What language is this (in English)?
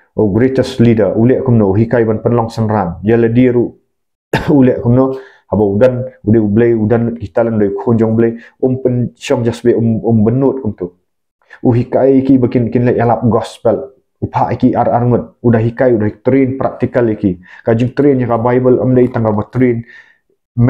Khasi